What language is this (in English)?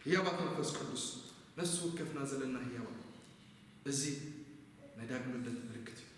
Tigrinya